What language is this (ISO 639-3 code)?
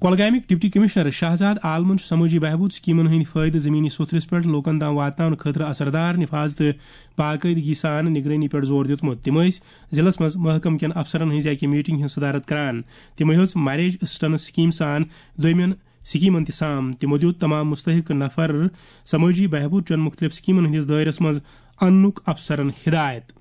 kas